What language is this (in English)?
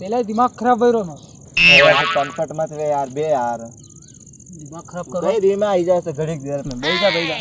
Rajasthani